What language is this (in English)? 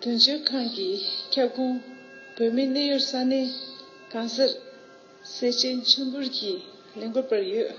Tibetan